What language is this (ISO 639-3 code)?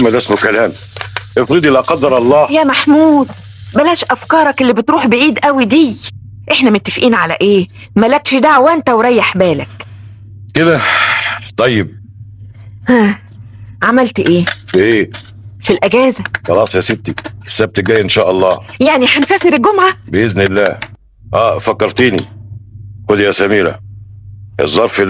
arz